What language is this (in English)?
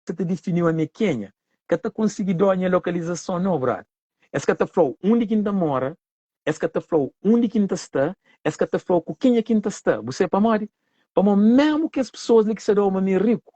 Kabuverdianu